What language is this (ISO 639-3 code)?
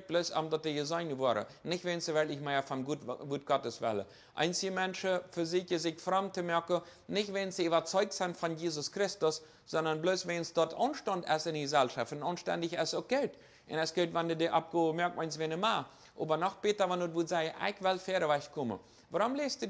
pdt